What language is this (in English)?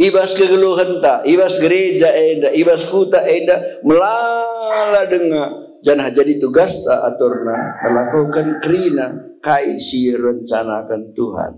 Batak Karo